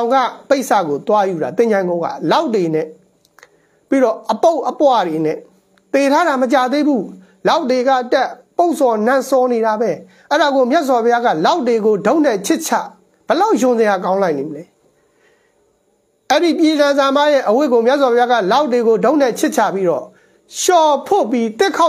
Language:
Burmese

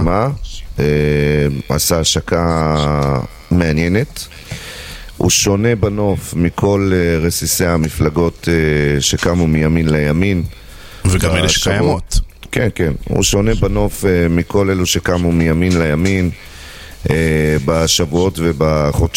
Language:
Hebrew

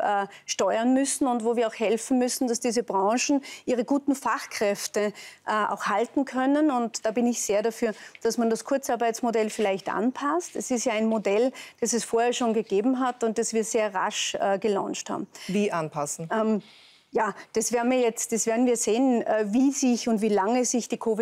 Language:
German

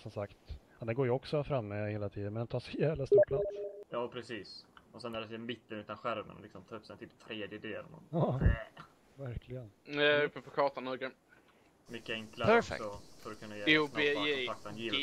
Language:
Swedish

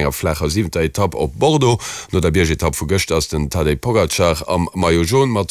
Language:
Luxembourgish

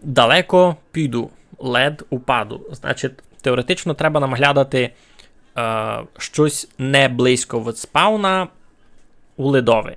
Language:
Rusyn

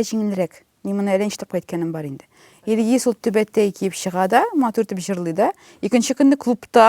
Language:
Tatar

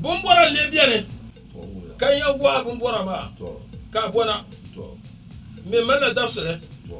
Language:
Dagbani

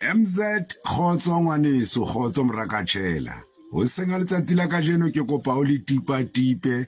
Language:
Southern Sotho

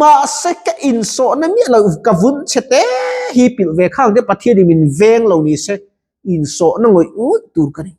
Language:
Mizo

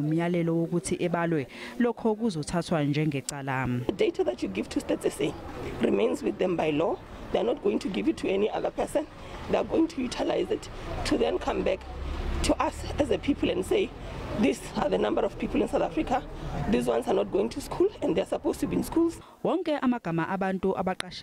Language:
Zulu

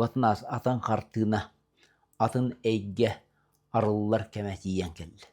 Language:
Yakut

